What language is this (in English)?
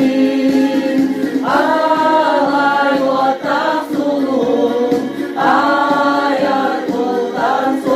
Yakut